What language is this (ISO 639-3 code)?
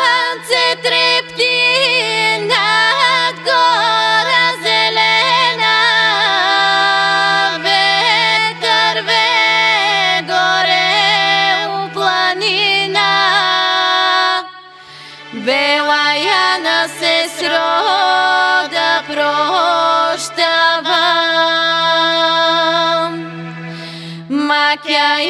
bul